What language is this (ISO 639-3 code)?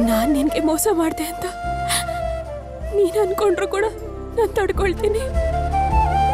kan